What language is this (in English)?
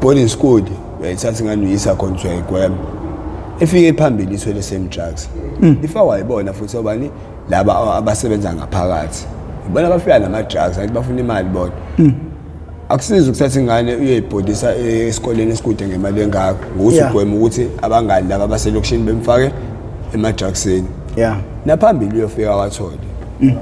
Zulu